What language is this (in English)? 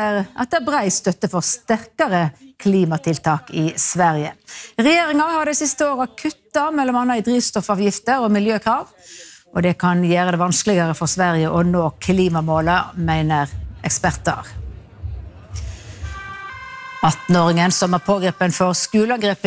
Norwegian